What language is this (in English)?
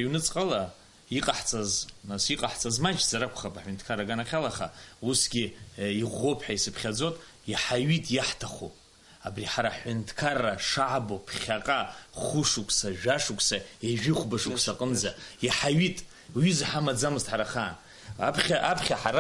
Abkhazian